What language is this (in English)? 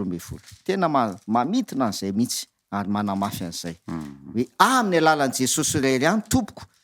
Malagasy